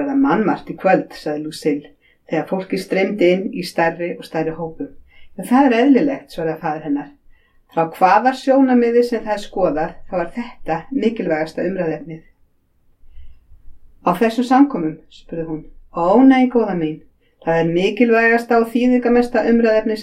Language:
Icelandic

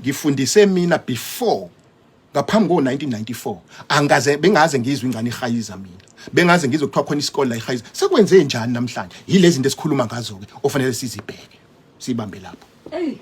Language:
Zulu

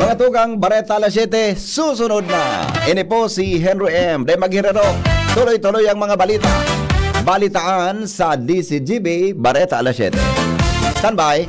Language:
Bikol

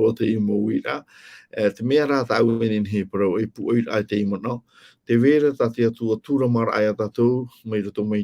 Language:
Tahitian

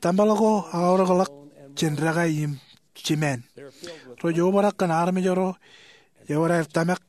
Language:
Marshallese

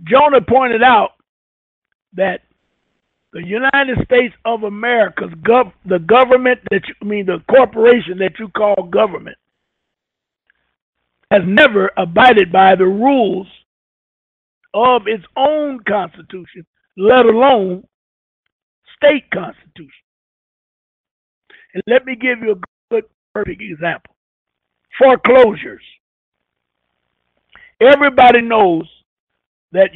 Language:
English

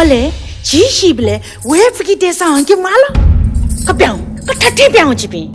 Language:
Newari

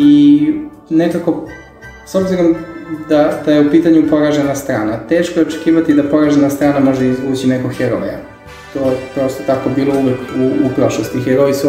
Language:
Serbian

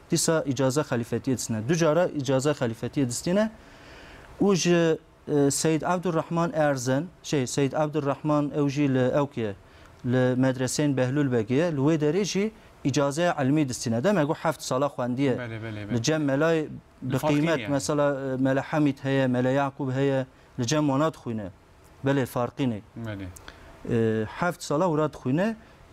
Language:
Kurdish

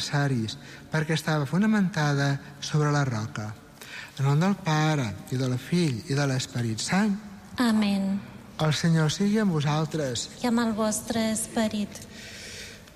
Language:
Catalan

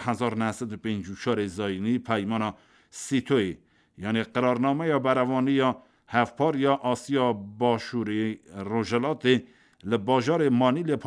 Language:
Kurdish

